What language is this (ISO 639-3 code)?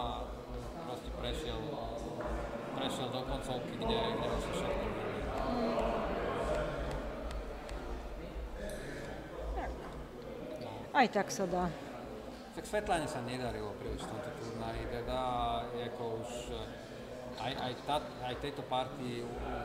slk